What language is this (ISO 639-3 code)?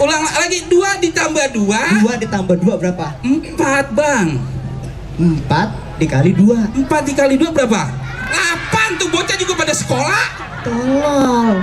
bew